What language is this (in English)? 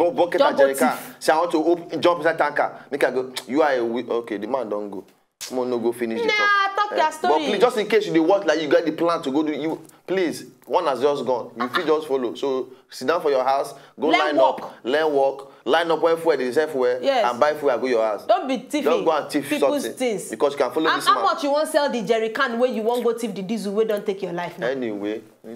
Nigerian Pidgin